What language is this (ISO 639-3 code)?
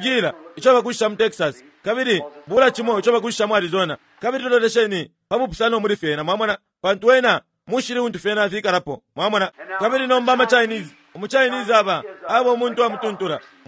bem